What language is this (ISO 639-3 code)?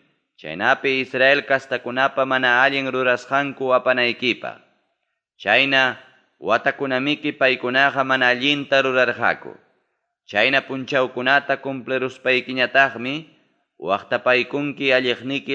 quy